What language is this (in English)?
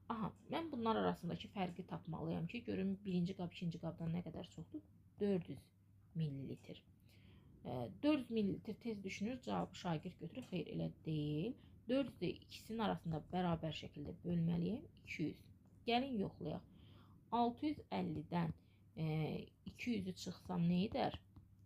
Azerbaijani